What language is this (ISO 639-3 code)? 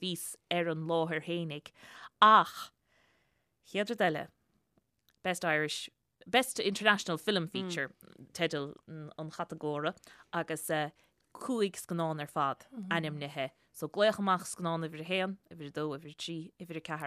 gle